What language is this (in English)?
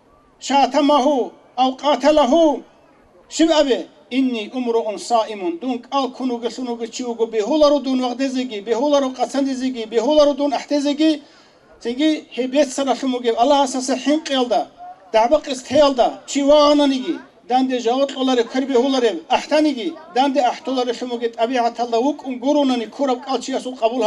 Avaric